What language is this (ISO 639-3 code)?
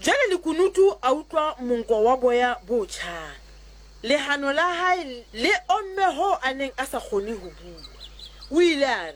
sot